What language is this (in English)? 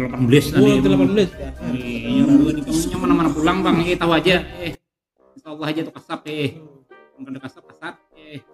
Banjar